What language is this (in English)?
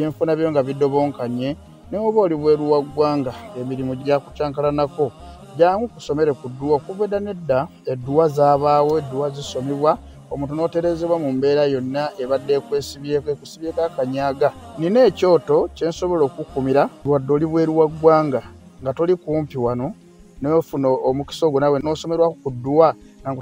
Ganda